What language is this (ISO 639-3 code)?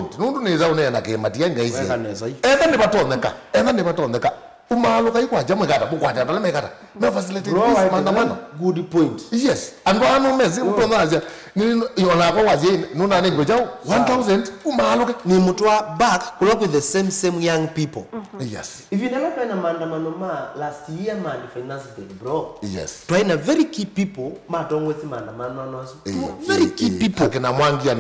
kam